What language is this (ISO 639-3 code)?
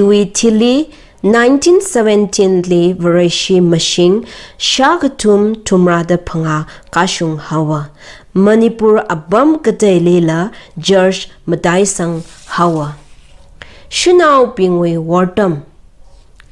nmf